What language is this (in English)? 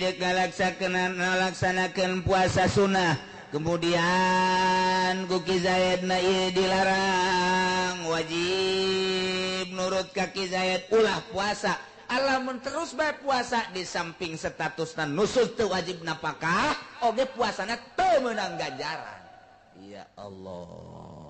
Sundanese